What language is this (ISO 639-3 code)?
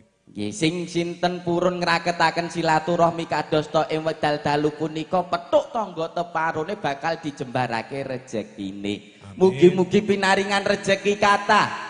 jav